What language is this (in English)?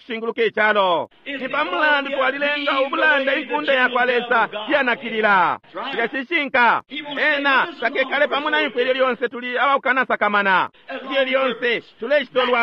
Bemba